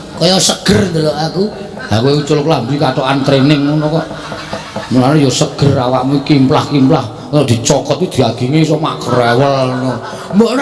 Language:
Javanese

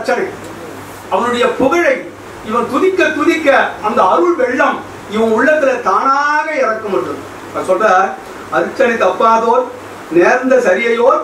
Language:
Tamil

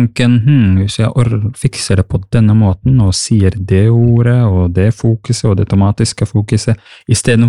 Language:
Norwegian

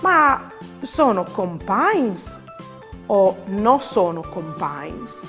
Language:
Friulian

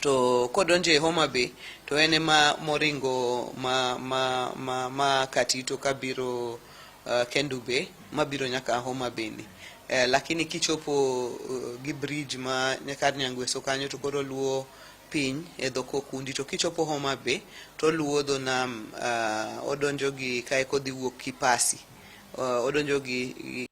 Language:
Luo (Kenya and Tanzania)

